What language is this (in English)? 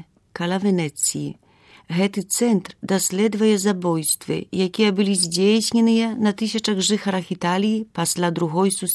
Belarusian